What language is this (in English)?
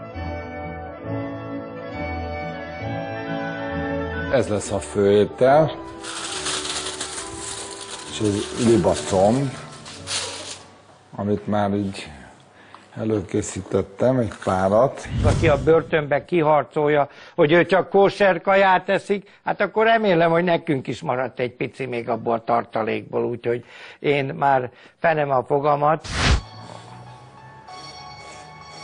Hungarian